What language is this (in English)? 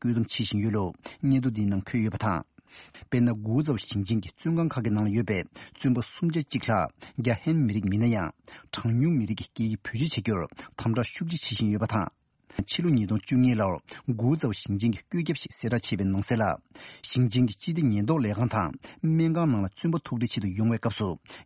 Tibetan